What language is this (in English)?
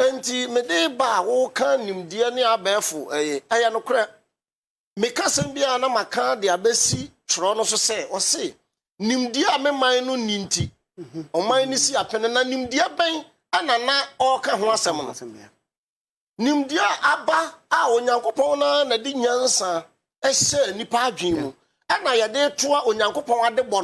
Akan